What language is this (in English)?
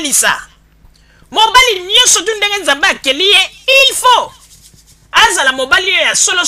Lingala